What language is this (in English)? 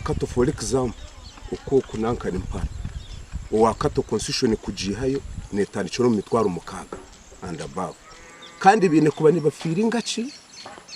Nyankole